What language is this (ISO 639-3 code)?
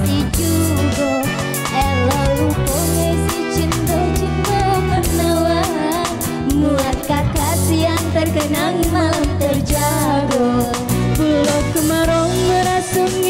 mui